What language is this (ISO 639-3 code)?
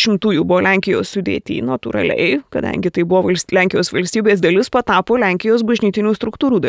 lit